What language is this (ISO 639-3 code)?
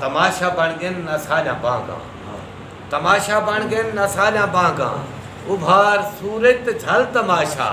skr